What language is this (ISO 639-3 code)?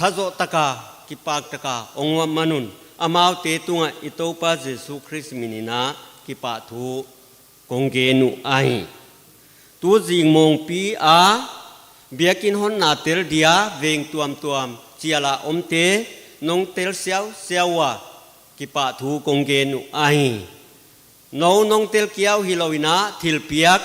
pck